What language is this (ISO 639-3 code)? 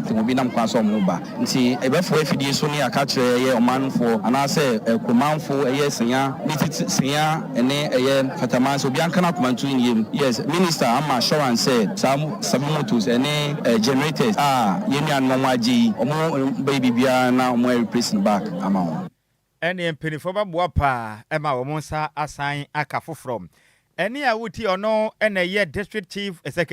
aka